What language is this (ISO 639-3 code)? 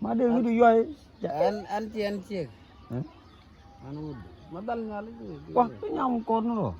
nus